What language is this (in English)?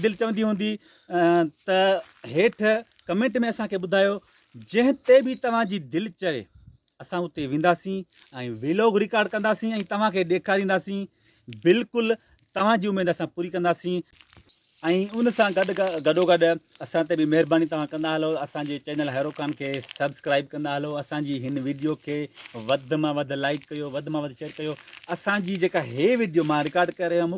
Sindhi